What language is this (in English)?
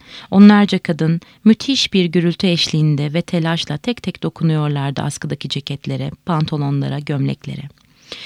Turkish